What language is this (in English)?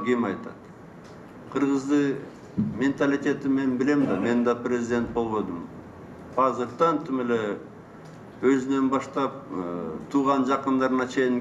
Kyrgyz